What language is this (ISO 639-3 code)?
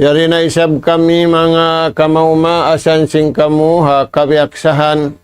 tsg